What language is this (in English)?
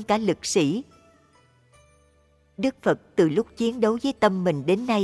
Vietnamese